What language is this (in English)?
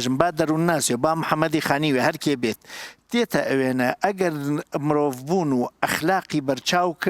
Central Kurdish